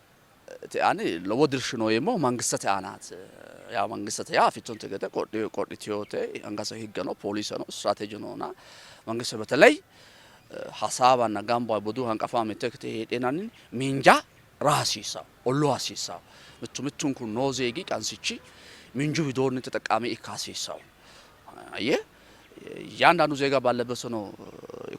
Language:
Sidamo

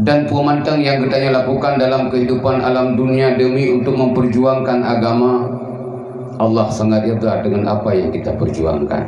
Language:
Achinese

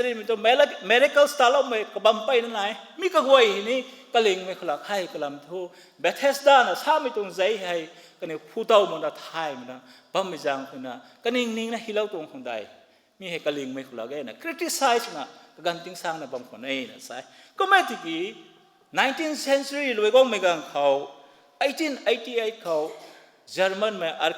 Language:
Rongmei Naga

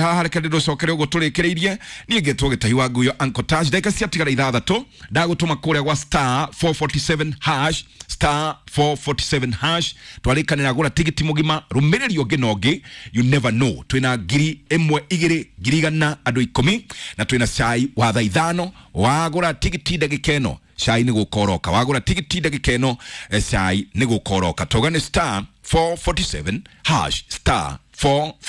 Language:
Kikuyu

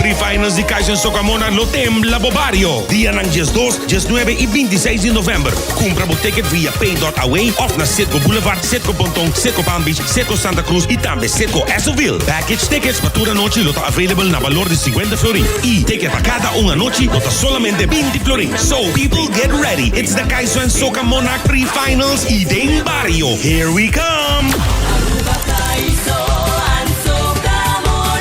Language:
Papiamento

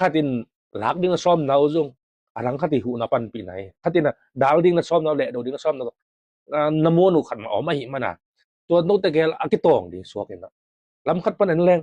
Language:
Tedim Chin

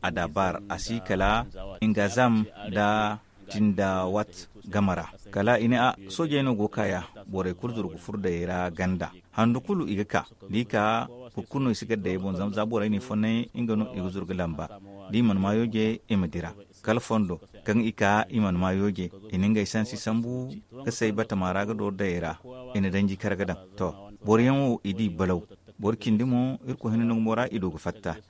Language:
Zarma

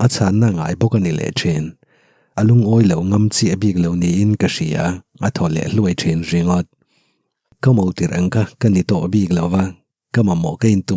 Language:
Mizo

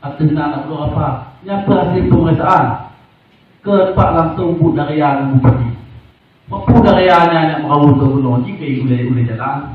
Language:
Achinese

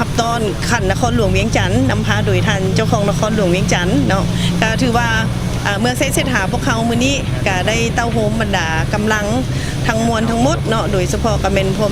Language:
Lao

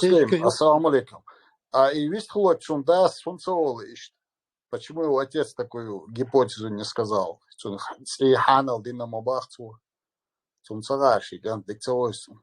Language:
Chechen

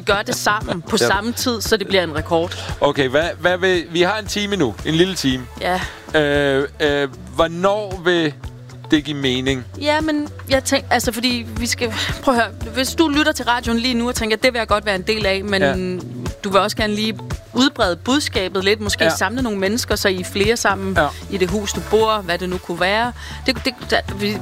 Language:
Danish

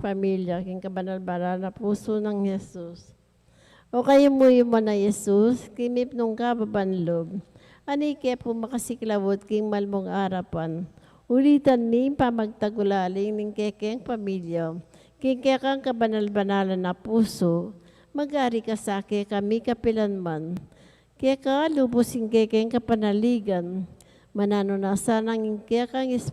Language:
Pampanga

